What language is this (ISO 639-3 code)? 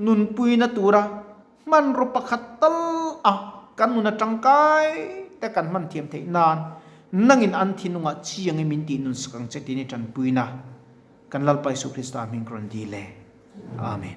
lus